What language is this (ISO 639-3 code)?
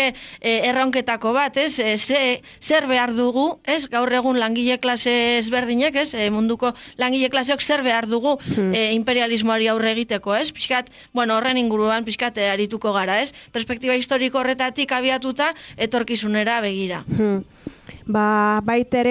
eus